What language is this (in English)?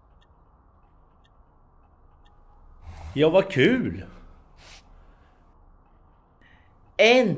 Swedish